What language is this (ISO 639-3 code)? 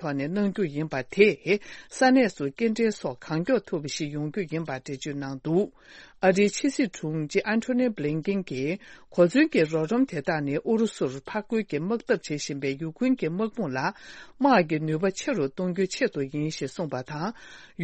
bod